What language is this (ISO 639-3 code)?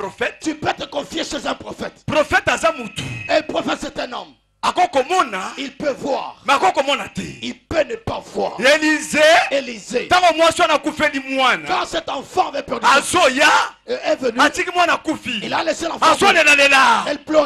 fra